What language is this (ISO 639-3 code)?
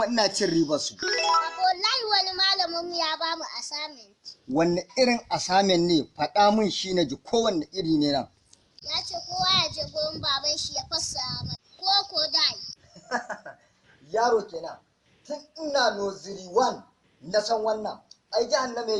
hau